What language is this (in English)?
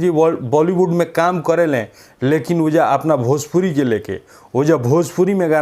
Bhojpuri